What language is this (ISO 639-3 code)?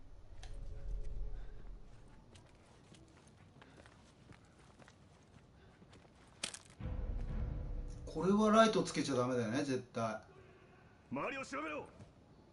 jpn